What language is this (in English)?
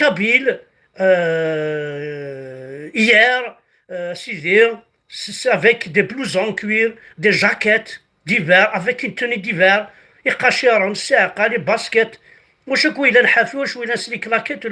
Kabyle